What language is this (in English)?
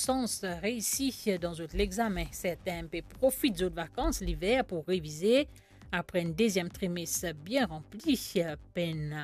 Morisyen